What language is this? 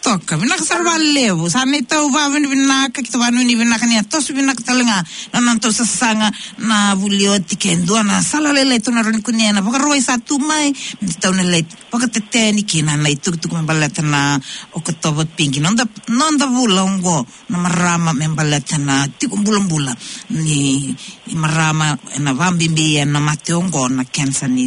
Fijian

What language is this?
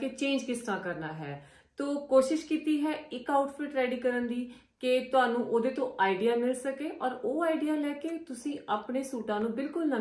Punjabi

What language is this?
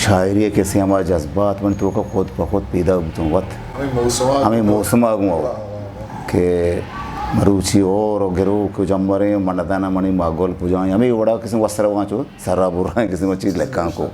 Eastern Balochi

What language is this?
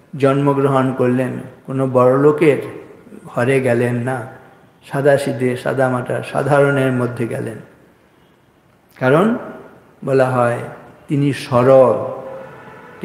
Bangla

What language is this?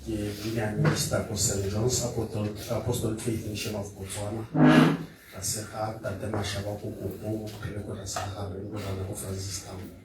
Tswana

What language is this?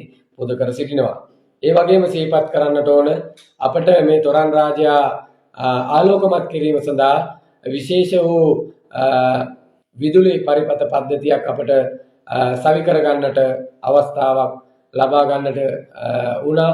Sinhala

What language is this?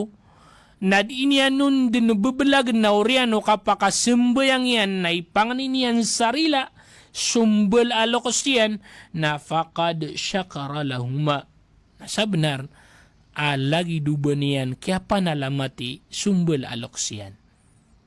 Maranao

